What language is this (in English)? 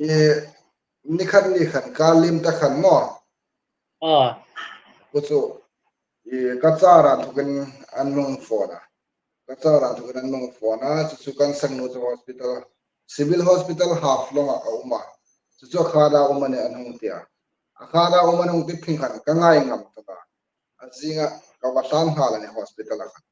Hmar